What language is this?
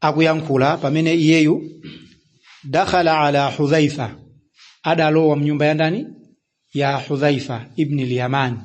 Nyanja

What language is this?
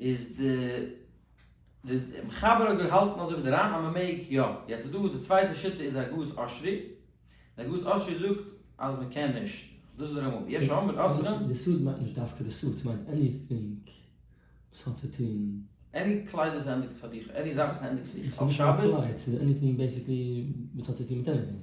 Yiddish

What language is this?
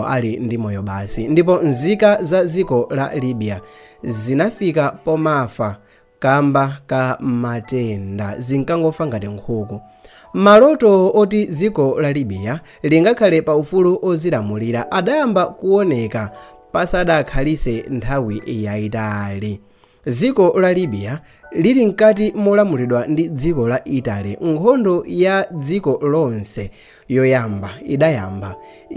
Nyanja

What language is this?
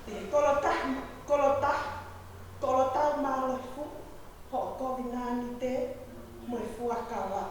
Tongan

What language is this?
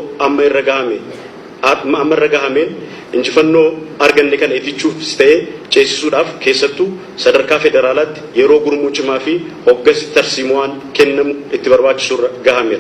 Oromo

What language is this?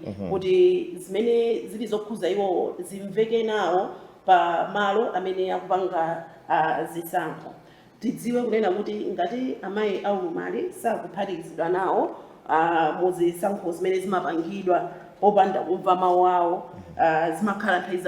Nyanja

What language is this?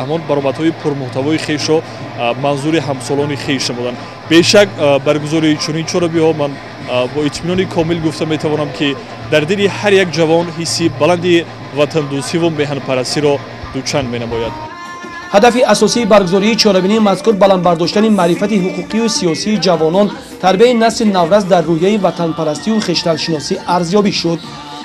Tajik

